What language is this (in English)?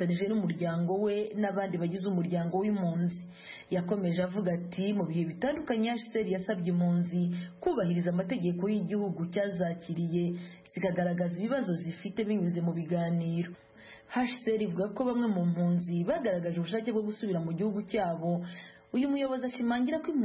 Kinyarwanda